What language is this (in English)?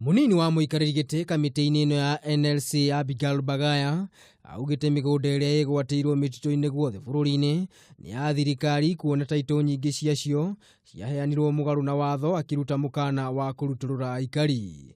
Kikuyu